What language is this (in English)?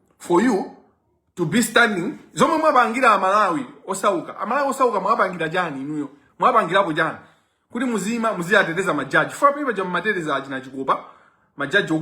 Nyanja